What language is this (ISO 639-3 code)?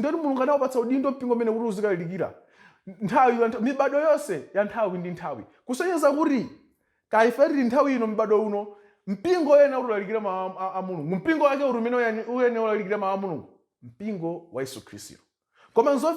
nya